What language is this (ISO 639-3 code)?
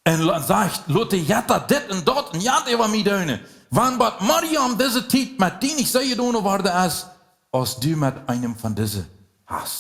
pdt